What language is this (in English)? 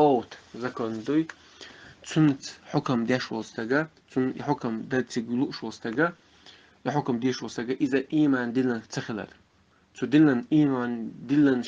Chechen